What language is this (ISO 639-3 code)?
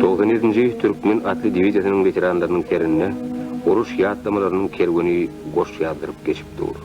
tuk